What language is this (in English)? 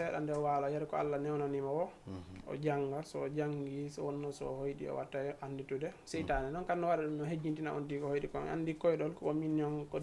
Fula